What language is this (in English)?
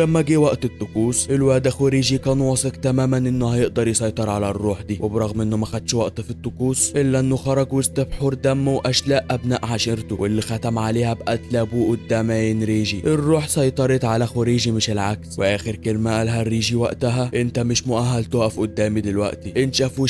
Egyptian Arabic